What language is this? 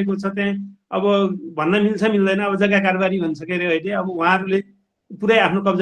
Nepali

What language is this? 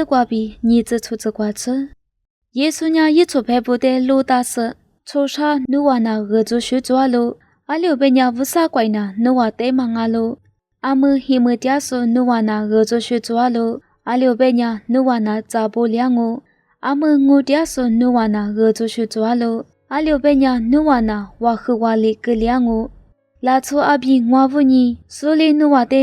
Lisu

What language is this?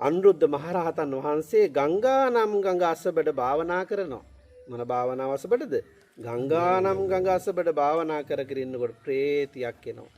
Sinhala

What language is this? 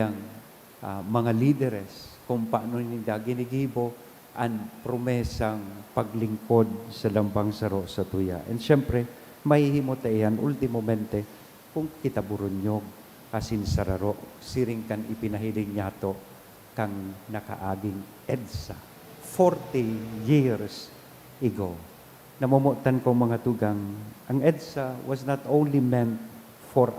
Bikol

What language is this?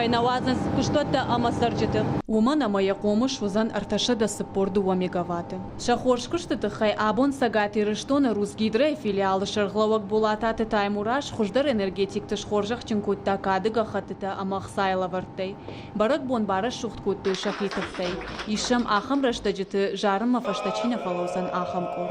Ossetic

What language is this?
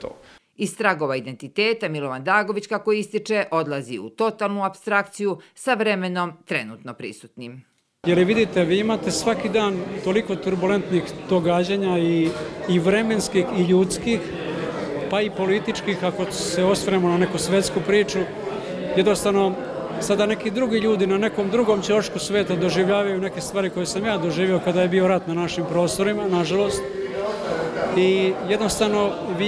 Serbian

